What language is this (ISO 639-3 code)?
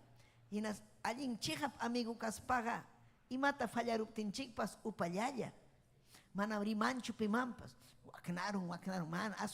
quy